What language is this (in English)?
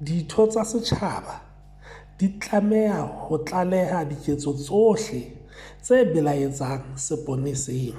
Southern Sotho